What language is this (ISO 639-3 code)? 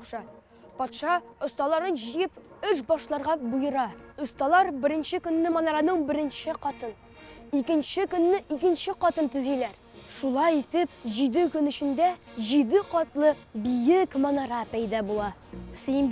tat